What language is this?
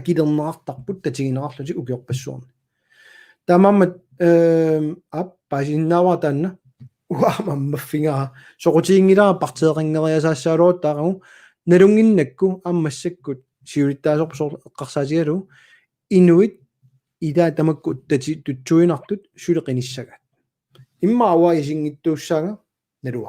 Kalaallisut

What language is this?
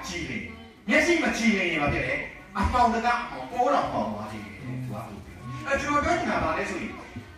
Burmese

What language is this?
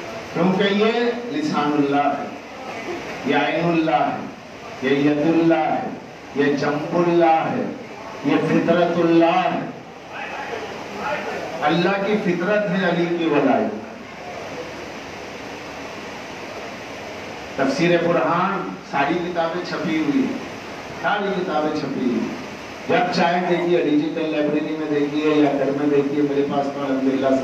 Urdu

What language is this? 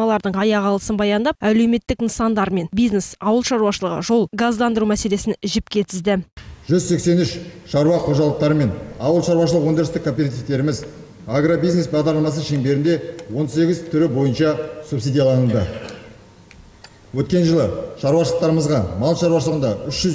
Kazakh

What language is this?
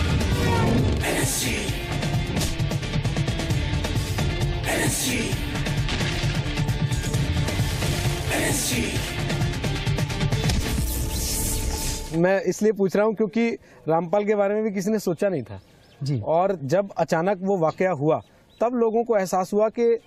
Hindi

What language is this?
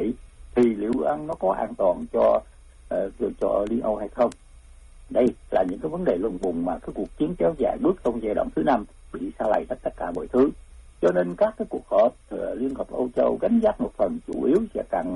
Vietnamese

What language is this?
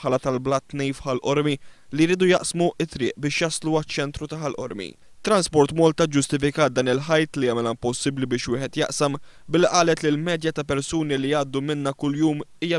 Maltese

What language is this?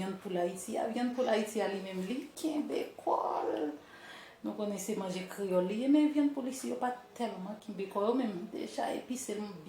Haitian Creole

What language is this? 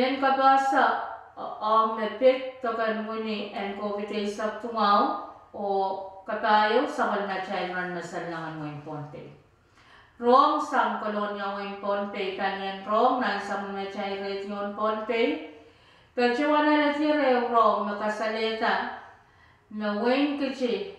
Pohnpeian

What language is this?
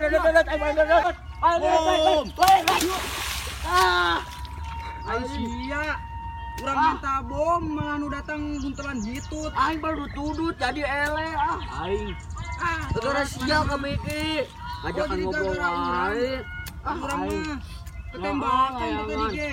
Sundanese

